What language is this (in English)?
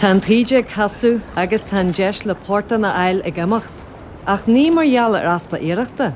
Irish